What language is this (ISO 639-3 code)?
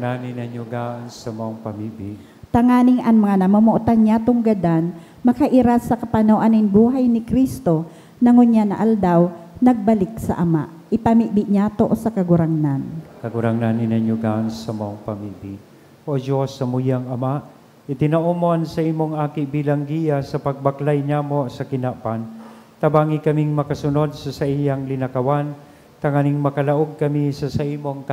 bik